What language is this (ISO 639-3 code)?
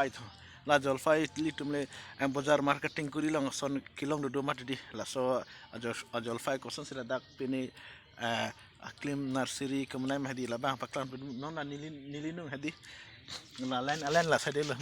mjw